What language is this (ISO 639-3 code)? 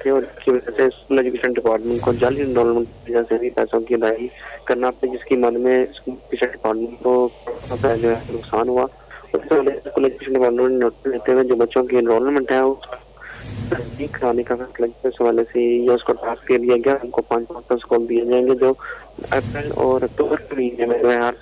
urd